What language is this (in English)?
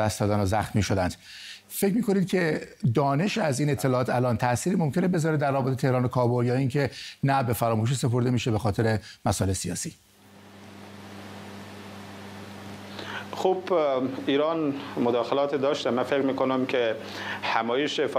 Persian